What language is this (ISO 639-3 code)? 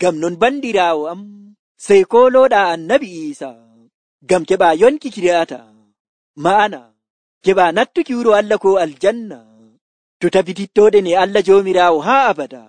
fuv